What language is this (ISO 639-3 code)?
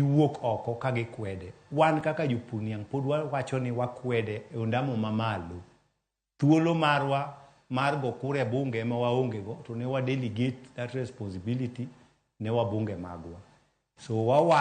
luo